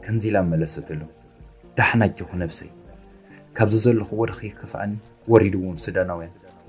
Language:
Tigrinya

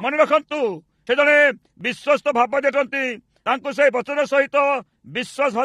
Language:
Odia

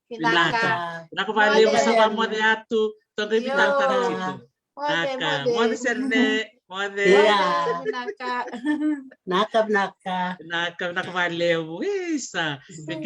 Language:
Fijian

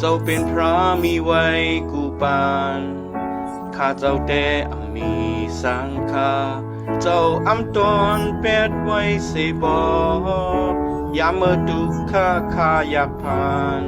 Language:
Shan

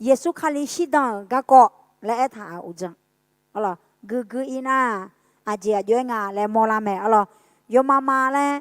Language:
Akha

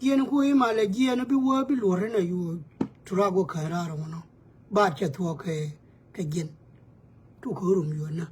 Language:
Nuer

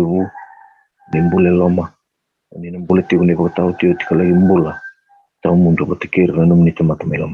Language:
Fijian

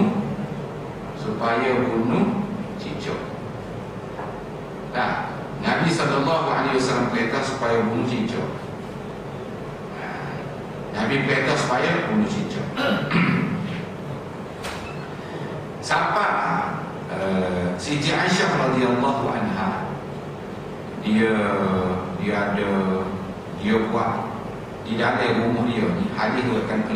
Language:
Malay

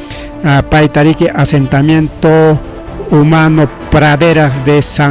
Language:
Ayacucho Quechua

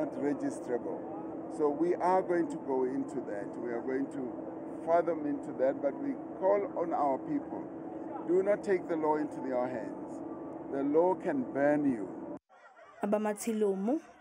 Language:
Zulu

